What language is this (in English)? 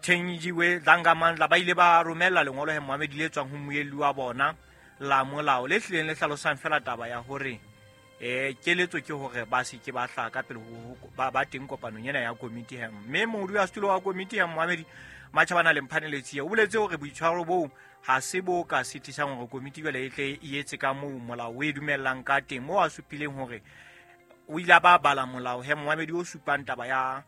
Southern Sotho